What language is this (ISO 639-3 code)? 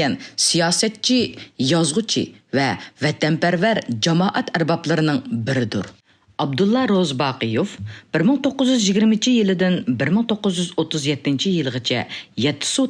uig